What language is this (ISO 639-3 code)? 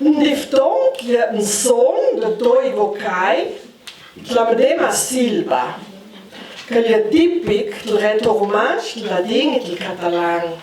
lld